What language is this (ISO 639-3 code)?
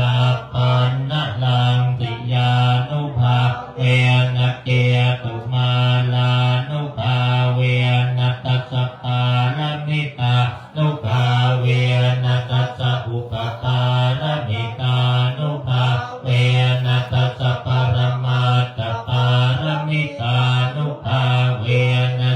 pli